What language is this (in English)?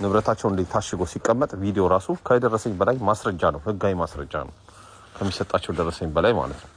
Amharic